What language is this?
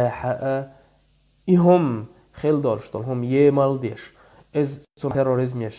Chechen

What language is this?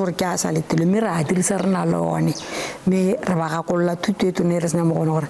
Tswana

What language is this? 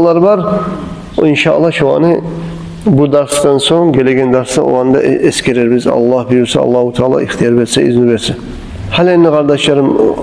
Kumyk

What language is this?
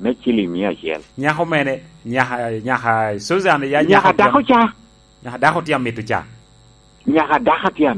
Lango (Uganda)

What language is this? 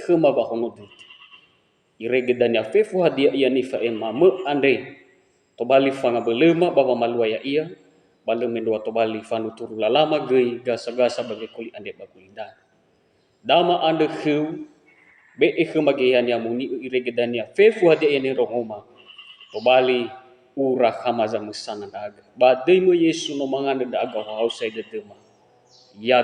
Nias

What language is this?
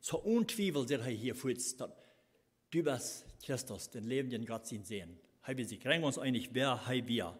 Plautdietsch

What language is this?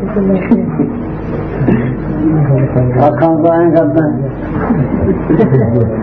Punjabi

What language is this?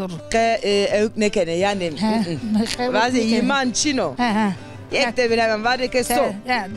Zaza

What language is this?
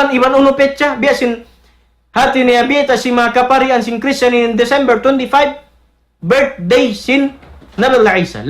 Tausug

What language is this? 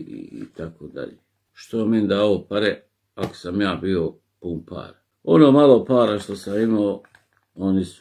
Bosnian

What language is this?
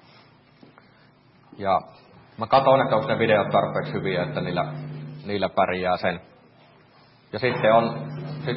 Finnish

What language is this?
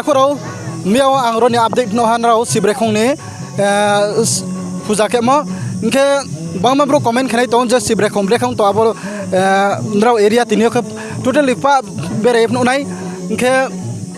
Riang (India)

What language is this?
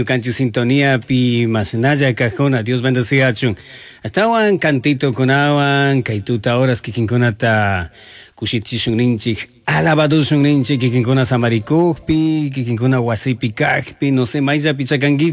Chimborazo Highland Quichua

